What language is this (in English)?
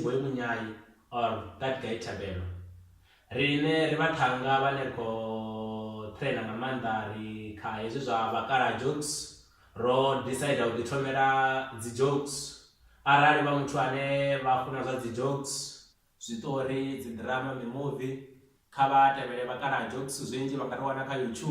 Venda